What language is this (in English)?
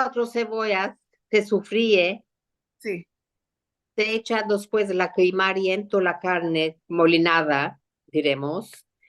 Ladino